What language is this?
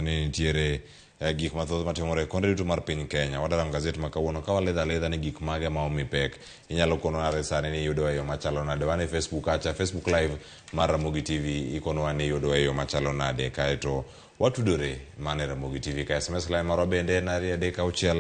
Luo (Kenya and Tanzania)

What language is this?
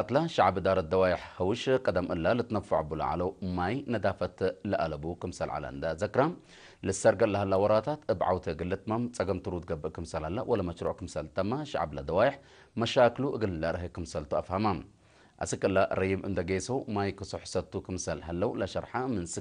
Tigre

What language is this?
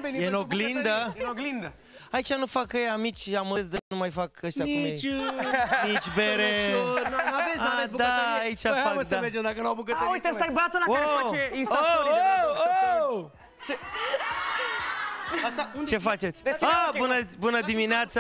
Romanian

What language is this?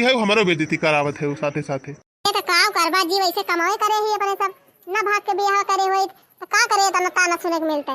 Awadhi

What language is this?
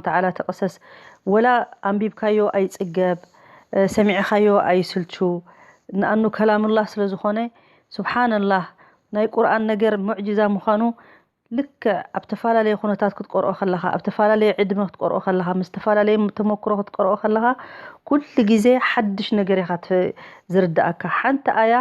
Tigrinya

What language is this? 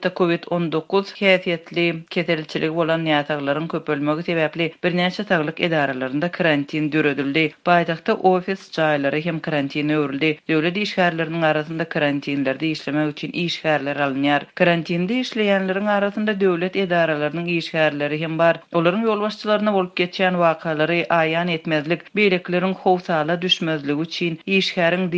Turkmen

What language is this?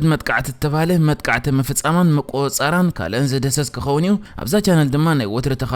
Tigrinya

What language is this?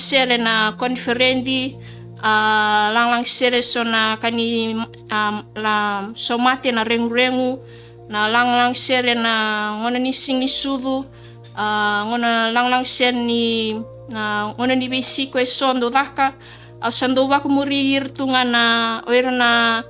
Fijian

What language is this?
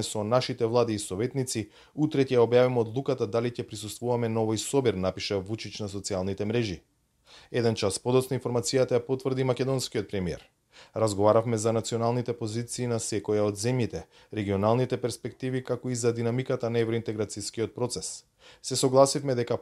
Macedonian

